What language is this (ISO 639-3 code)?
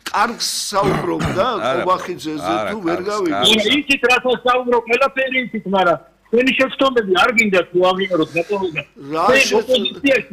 kat